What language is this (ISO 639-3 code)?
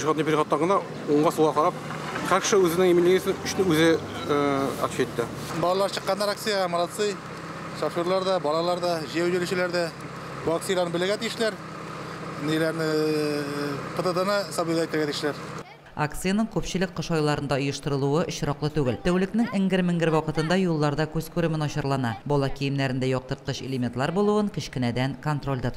tat